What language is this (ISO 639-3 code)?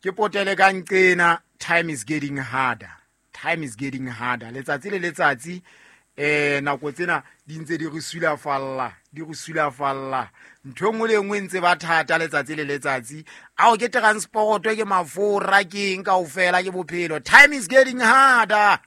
sot